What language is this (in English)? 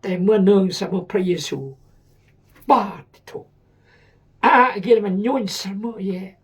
Khmu